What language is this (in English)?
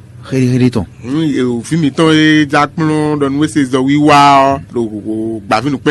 Fon